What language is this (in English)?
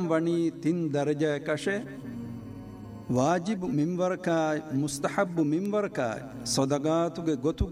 Divehi